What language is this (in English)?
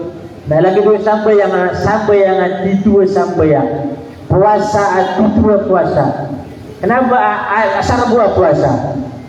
Maranao